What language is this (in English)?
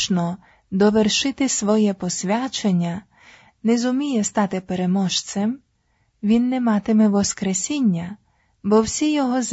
Ukrainian